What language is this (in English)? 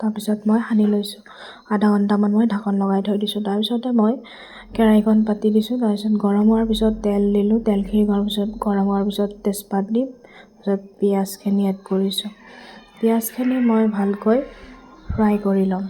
Assamese